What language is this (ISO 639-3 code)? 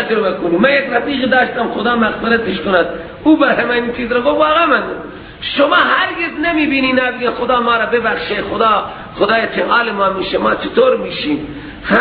fas